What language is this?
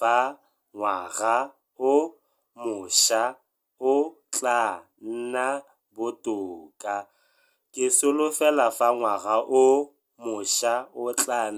Tswana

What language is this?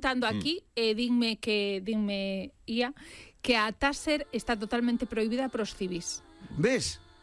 Galician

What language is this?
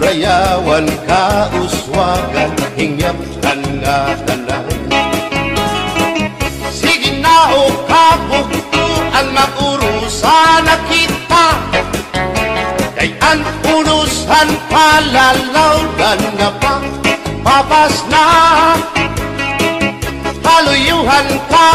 Waray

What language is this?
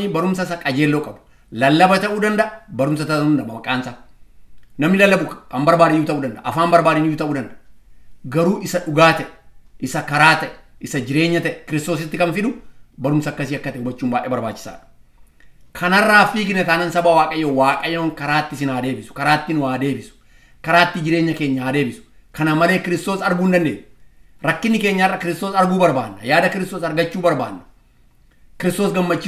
Oromo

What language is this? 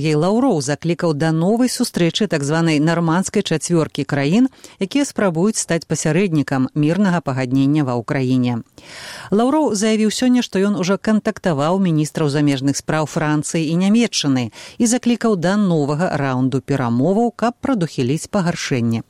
Belarusian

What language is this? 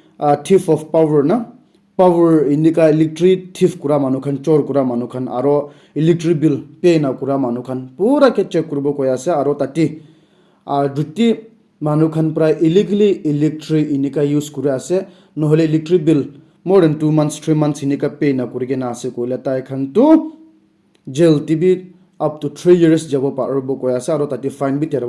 Naga Pidgin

